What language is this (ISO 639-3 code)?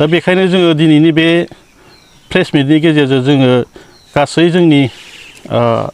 brx